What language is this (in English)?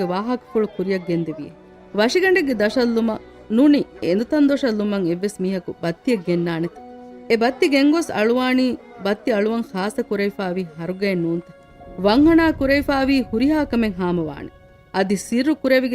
Divehi